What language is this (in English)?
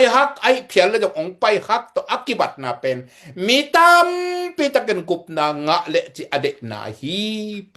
Tedim Chin